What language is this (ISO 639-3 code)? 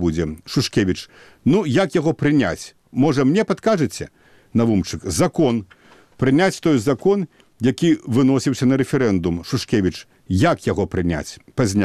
bel